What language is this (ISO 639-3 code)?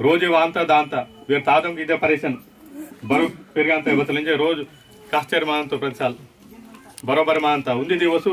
esg